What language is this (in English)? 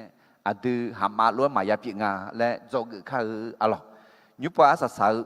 Akha